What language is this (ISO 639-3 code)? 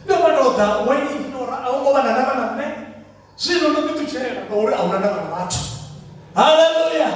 ven